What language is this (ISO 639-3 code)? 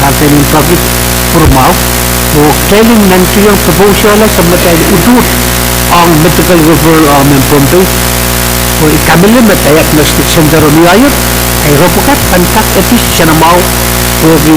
pon